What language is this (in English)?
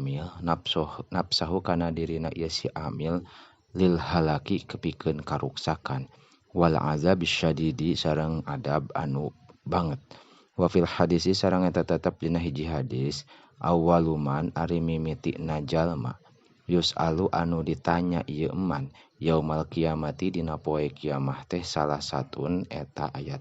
Sundanese